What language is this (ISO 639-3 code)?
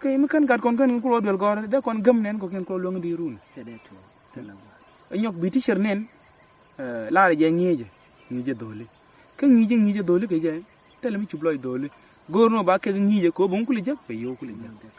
nus